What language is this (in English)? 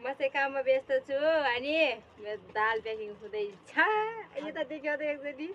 Nepali